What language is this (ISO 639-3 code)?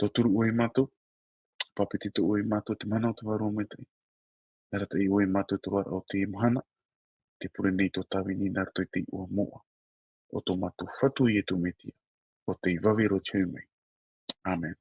tah